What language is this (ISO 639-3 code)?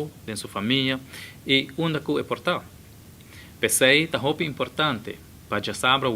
pap